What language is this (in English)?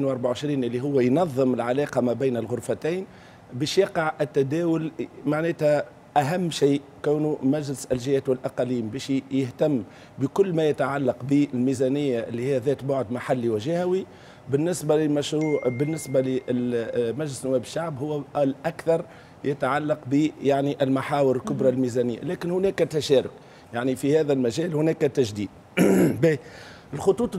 Tunisian Arabic